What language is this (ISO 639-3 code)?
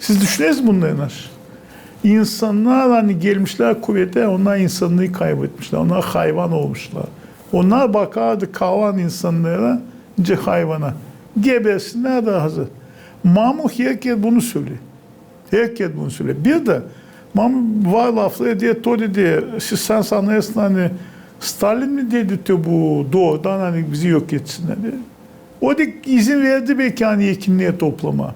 gag